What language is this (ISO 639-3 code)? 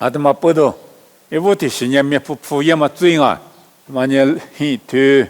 lis